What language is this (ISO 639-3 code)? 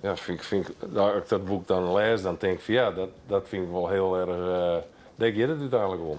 fry